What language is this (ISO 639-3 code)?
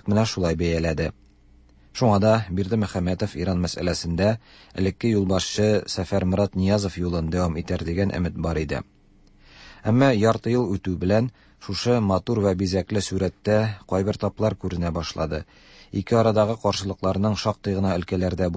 tat